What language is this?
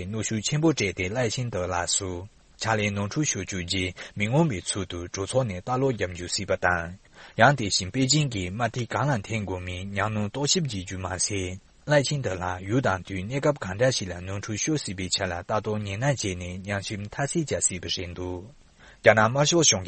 Tibetan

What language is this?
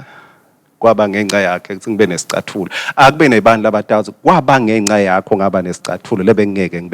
Swati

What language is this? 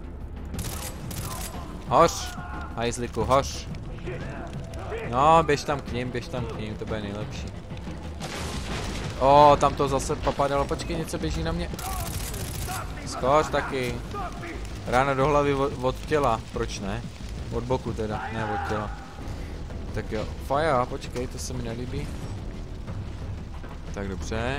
Czech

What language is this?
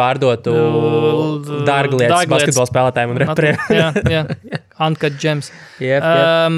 Latvian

